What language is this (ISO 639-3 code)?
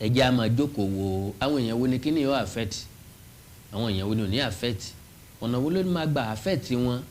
yor